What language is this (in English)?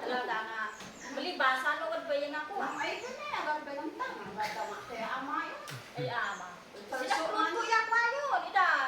Isnag